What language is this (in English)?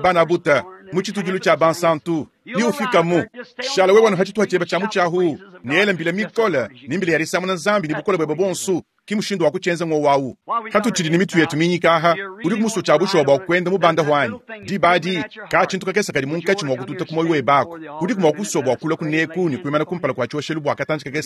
Luba-Lulua